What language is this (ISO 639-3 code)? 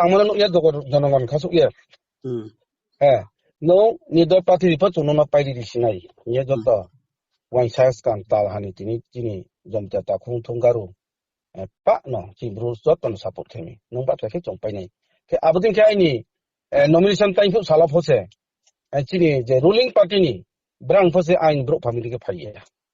ria